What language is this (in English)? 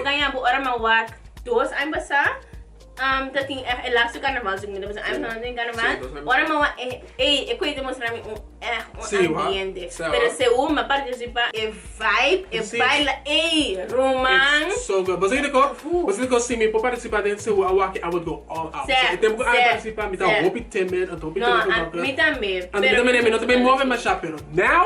Papiamento